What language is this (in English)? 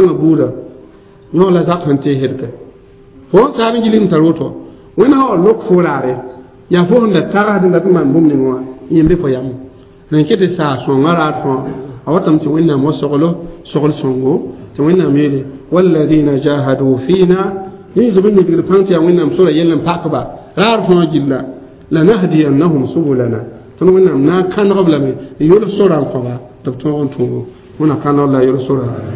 Mossi